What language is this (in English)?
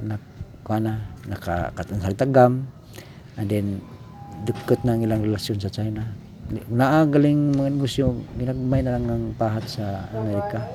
Cebuano